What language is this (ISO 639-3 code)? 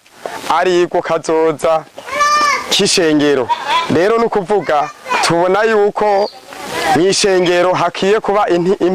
run